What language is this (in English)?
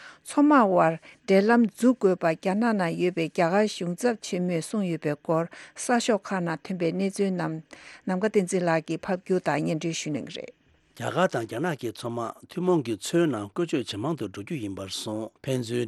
Tibetan